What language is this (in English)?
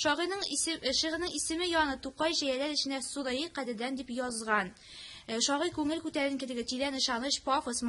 Tatar